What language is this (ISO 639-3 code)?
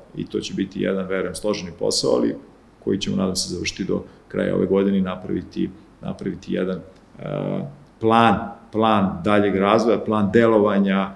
srp